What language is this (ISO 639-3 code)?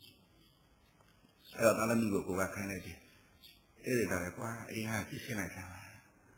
mya